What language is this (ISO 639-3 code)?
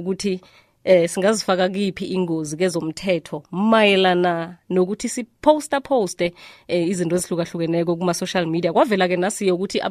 nbl